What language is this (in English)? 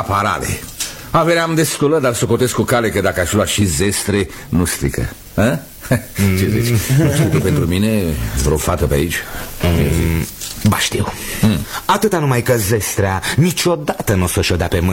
Romanian